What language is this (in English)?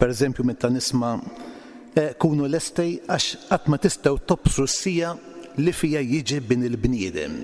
Maltese